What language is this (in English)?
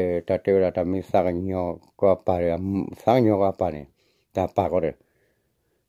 S'gaw Karen